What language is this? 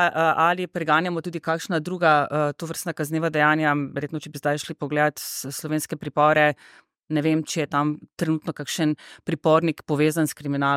Slovenian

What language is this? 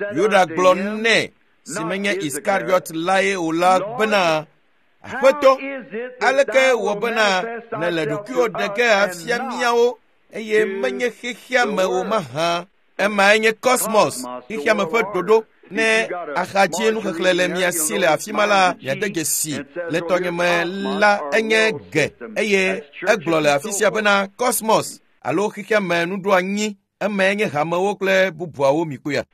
Ewe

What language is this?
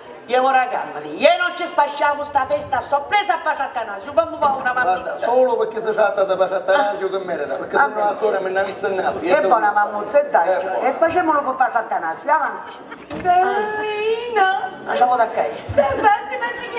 Sicilian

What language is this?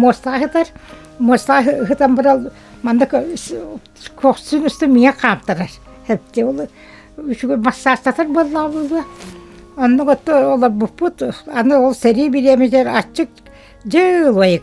Yakut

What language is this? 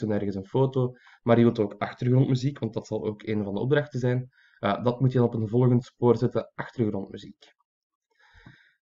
Dutch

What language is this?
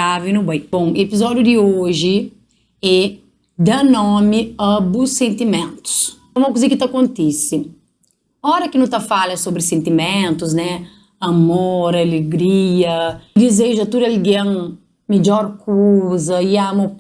Kabuverdianu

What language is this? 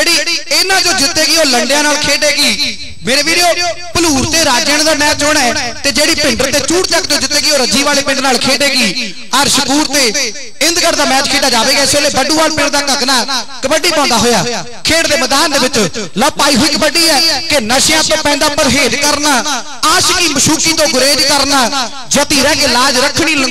Punjabi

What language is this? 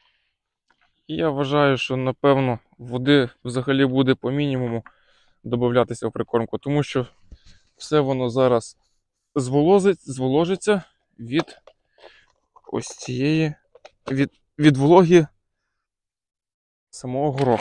Ukrainian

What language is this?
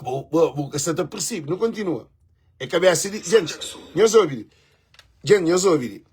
Kabuverdianu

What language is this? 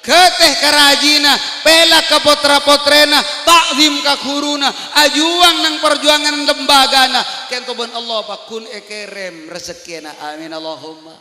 Madurese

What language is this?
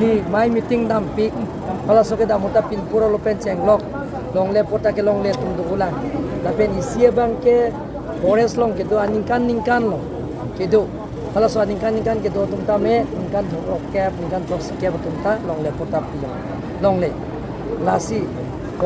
Karbi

